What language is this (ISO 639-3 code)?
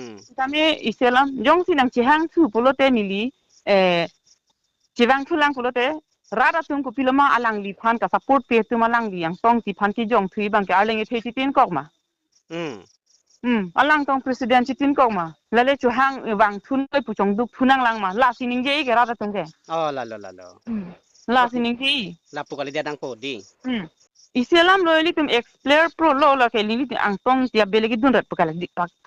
mjw